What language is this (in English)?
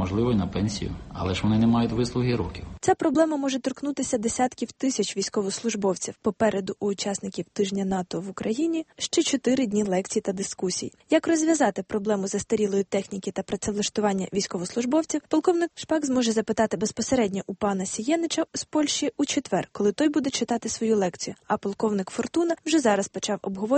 Ukrainian